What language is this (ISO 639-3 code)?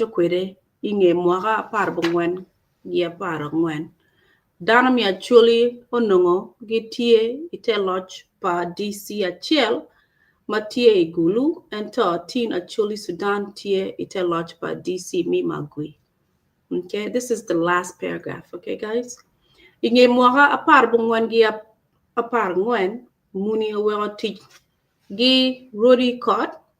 ach